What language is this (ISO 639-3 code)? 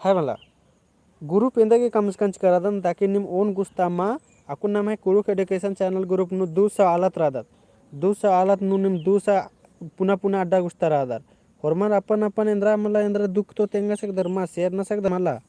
kru